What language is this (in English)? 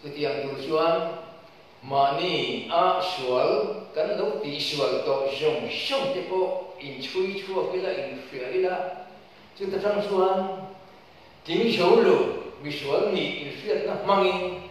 Mizo